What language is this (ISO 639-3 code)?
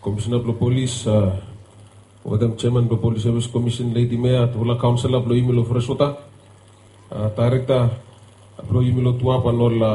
bis